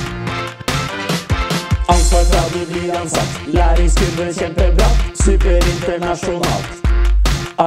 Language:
Norwegian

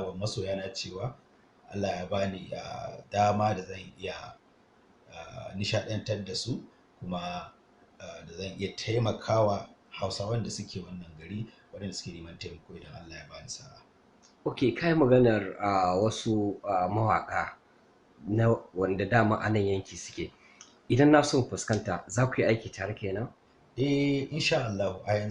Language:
Hausa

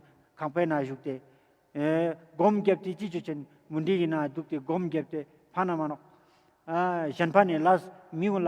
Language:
Ladakhi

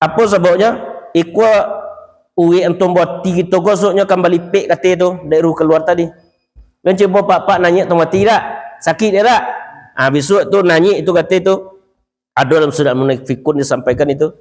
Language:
Minangkabau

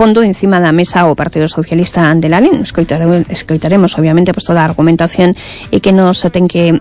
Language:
Galician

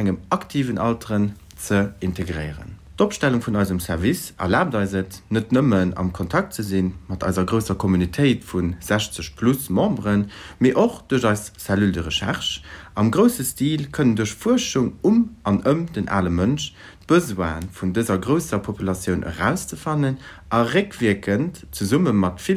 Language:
Luxembourgish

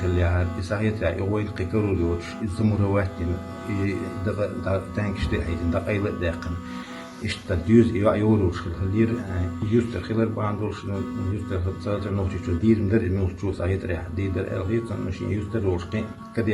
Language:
Chechen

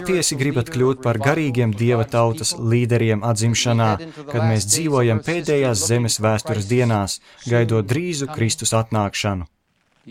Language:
Latvian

